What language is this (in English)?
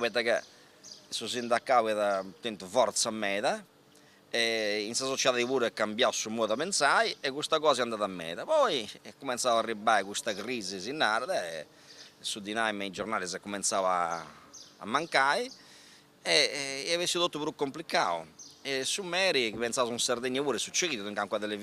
Sardinian